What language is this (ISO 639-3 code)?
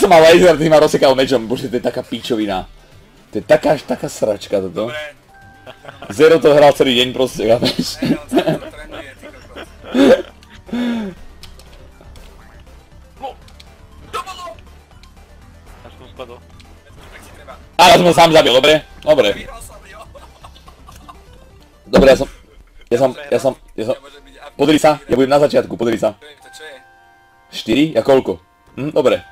slk